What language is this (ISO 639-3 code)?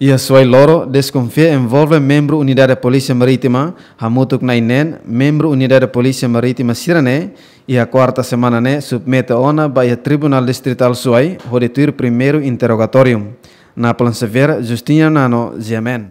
tet